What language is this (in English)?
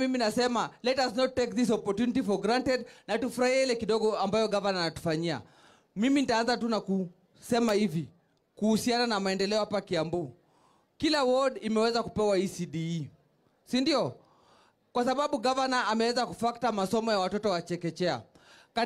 Swahili